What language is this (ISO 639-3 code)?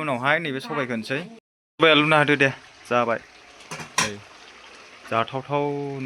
brx